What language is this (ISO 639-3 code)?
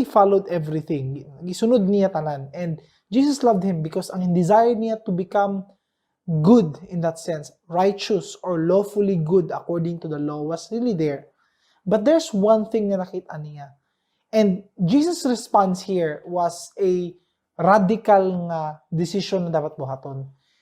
ceb